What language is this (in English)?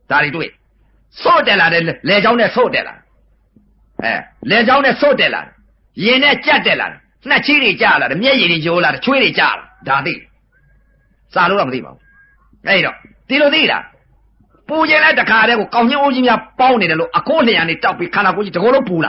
Burmese